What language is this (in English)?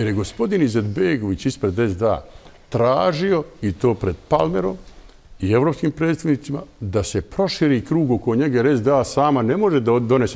Bosnian